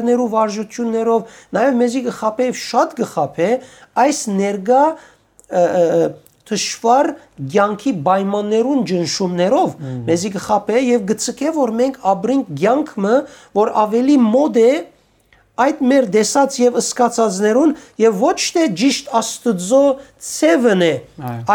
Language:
Western Armenian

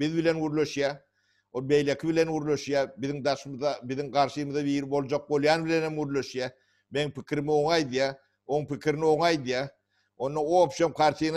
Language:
Turkmen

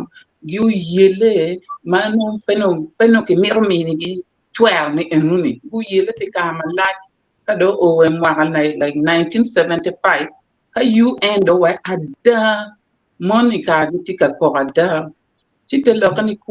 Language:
Acoli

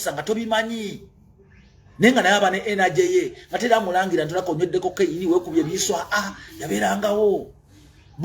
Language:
Ganda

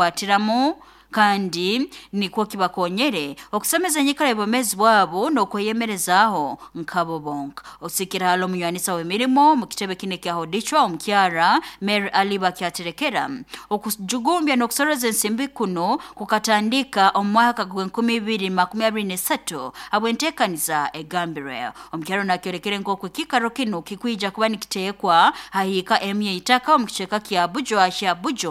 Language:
Nyoro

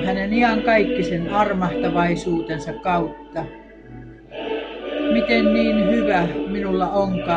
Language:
Finnish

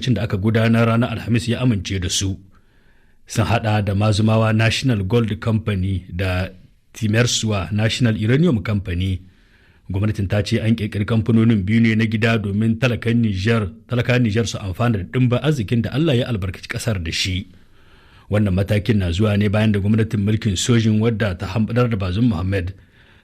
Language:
Hausa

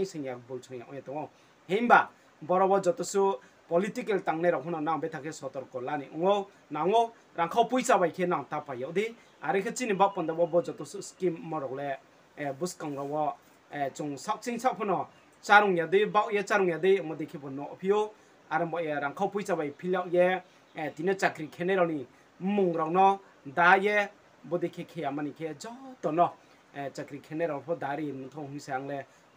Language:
Riang (India)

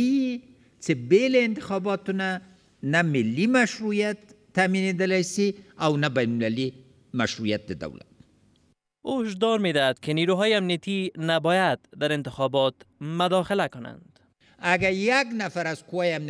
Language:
Persian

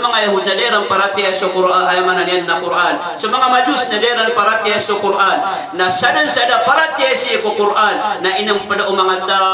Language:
Maranao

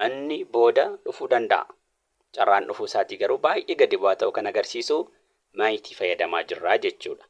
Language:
Oromo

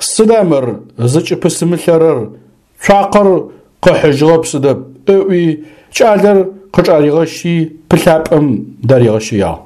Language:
Adyghe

